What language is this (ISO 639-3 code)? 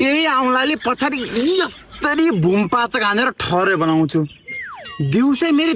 nep